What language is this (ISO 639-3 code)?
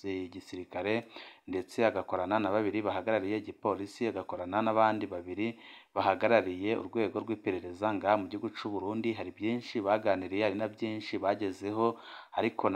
run